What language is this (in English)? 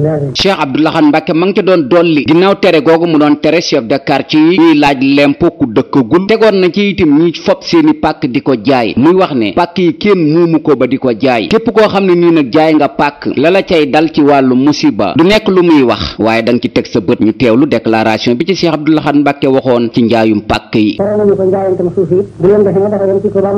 Wolof